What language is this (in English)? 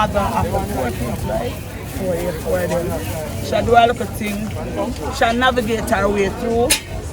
Jamaican Creole English